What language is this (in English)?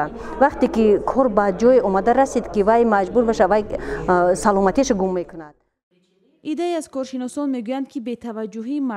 Tajik